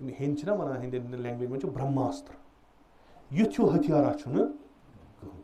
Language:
Kashmiri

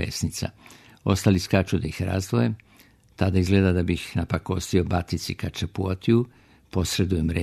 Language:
Serbian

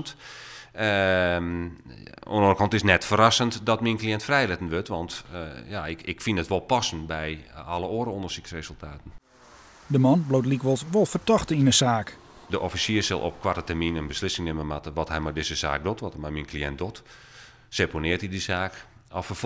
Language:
Western Frisian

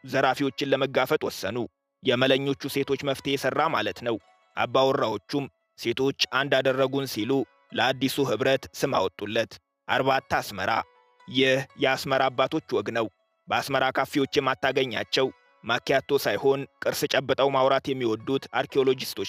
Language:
Amharic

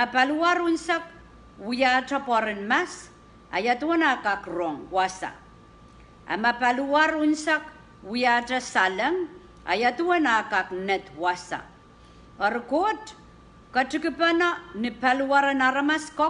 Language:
Pohnpeian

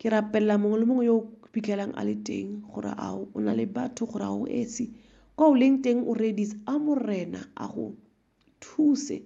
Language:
Tswana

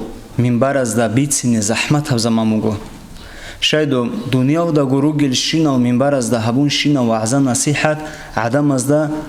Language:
Avaric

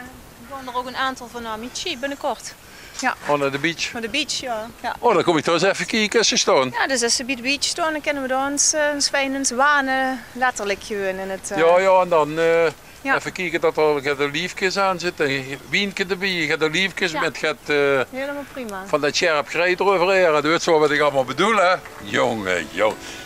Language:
Limburgish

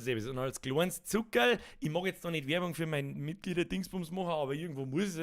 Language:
Bavarian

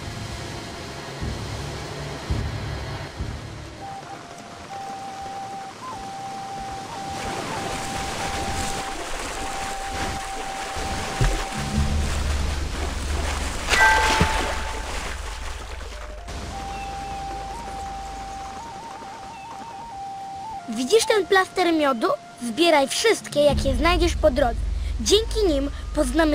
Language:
Polish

